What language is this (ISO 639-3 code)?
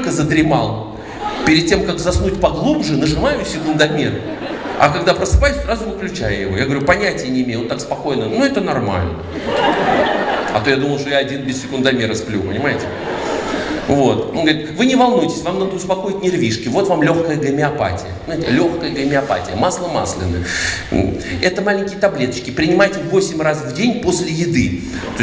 rus